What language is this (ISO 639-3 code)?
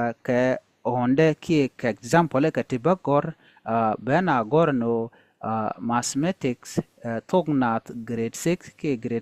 nus